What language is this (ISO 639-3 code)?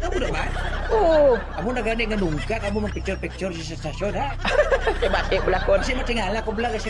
hil